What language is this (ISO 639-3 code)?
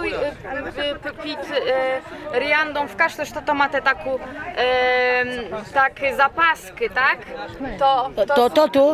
rue